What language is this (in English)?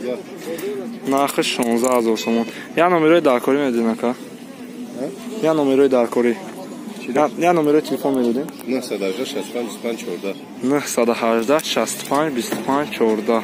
Tajik